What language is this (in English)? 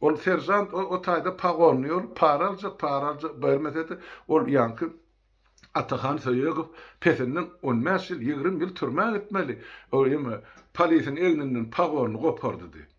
Turkmen